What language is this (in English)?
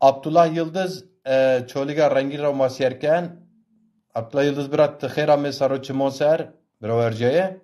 Zaza